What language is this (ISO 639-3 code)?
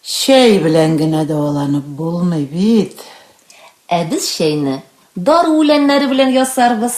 tat